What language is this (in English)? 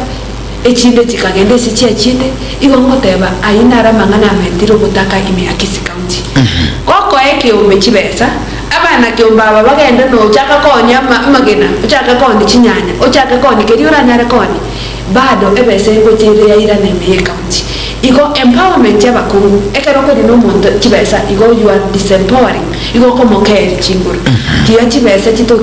Gusii